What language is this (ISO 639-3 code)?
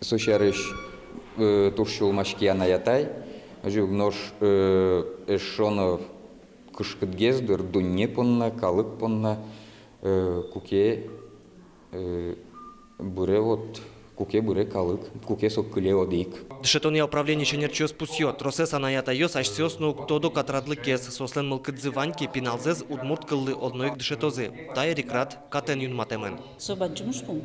udm